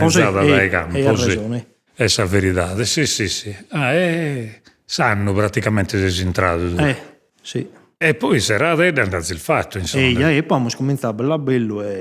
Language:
Sardinian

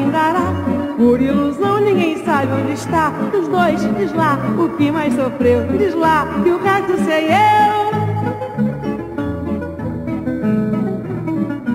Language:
Portuguese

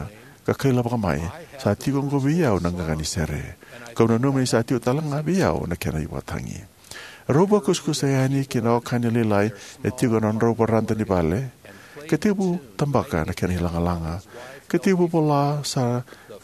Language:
Fijian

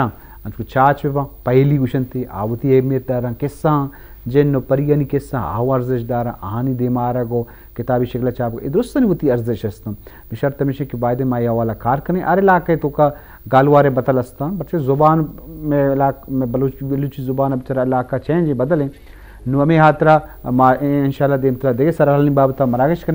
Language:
Eastern Balochi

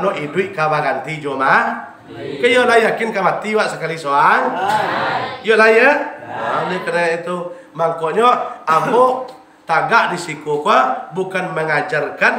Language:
Minangkabau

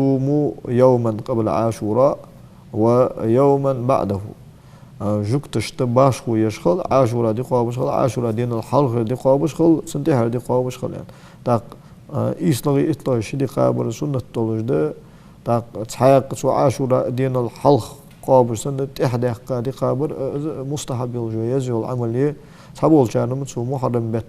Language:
Ingush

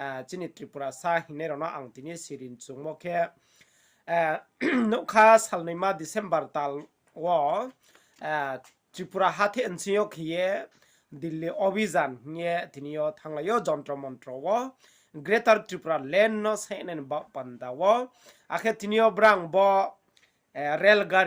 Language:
Riang (India)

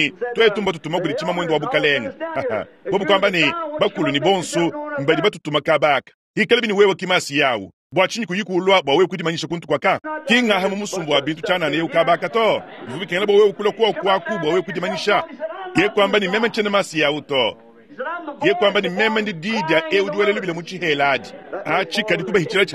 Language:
Luba-Lulua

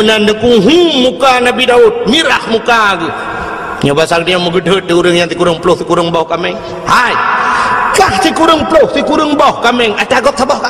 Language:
Achinese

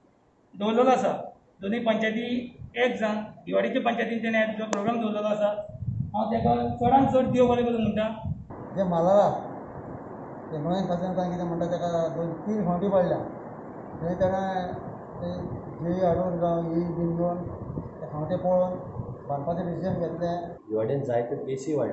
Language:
Konkani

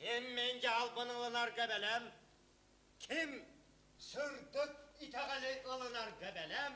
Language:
Yakut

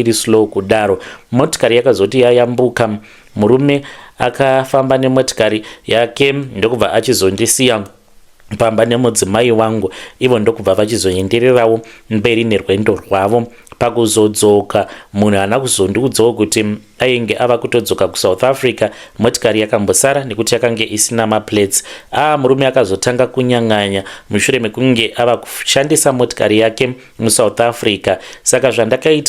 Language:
Shona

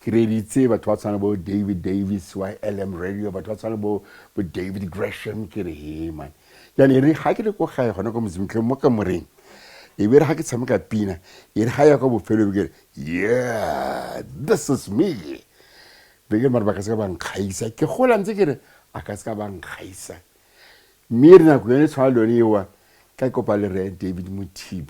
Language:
Tswana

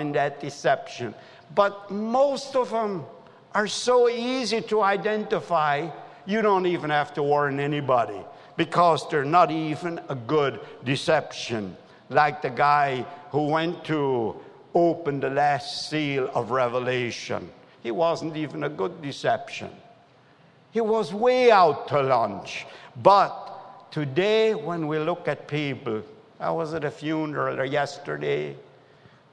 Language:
English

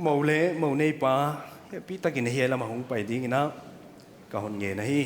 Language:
Paite Chin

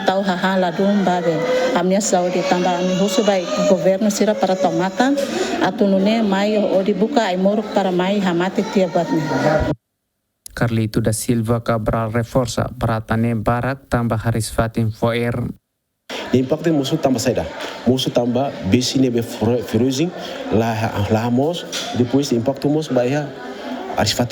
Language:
Tetum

